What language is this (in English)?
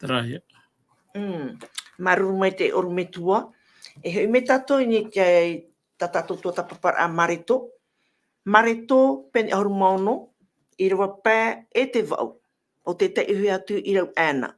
Tahitian